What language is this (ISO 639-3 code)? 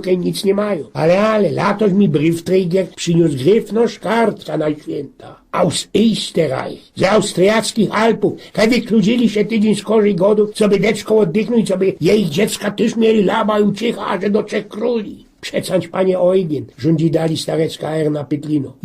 szl